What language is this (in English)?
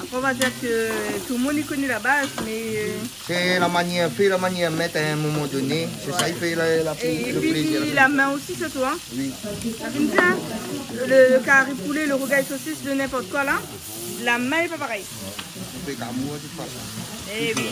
Réunion Creole French